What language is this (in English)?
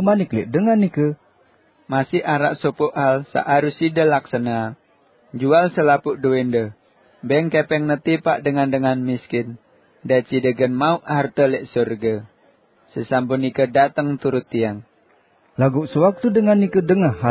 Sasak